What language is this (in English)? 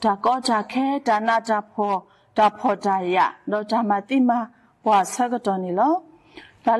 S'gaw Karen